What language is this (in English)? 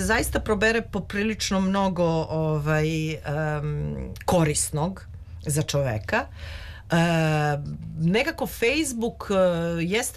Serbian